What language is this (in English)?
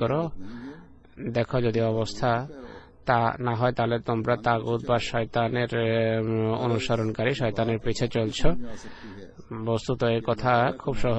Bangla